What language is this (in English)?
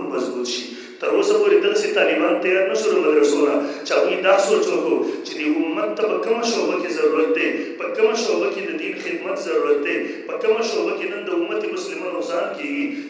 Pashto